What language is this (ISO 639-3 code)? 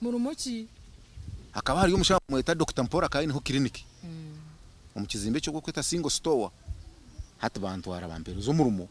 nyn